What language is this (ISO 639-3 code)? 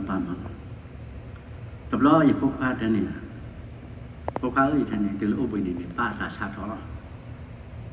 ksw